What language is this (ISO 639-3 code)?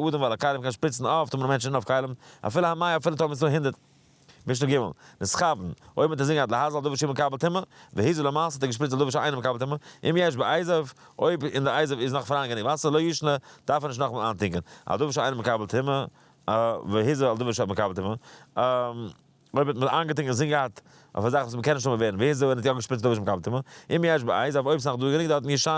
yid